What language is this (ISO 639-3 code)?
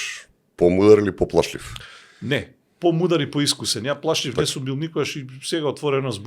mkd